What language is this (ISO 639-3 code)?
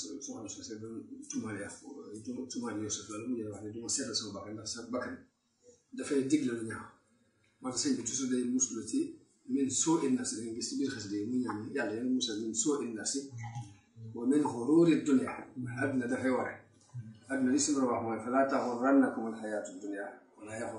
wol